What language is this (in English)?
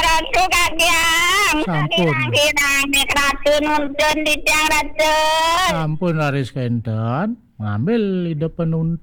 Balinese